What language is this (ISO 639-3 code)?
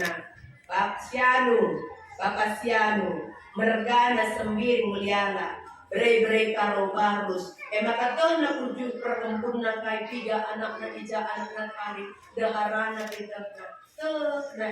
btx